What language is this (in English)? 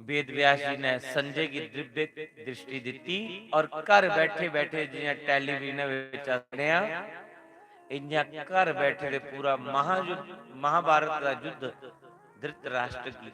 Dogri